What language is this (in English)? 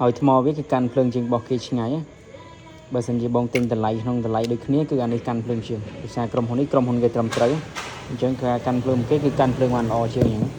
Khmer